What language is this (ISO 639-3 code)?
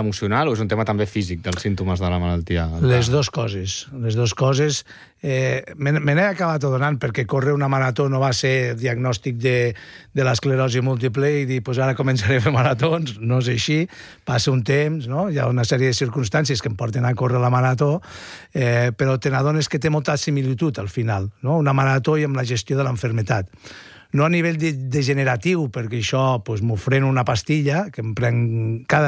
cat